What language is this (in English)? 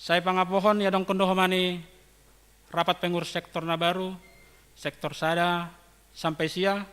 Batak Simalungun